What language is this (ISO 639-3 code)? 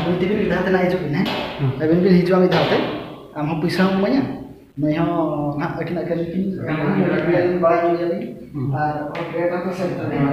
sat